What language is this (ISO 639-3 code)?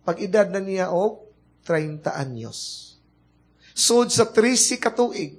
ceb